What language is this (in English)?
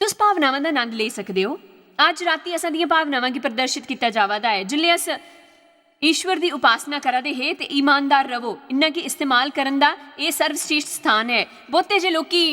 Dogri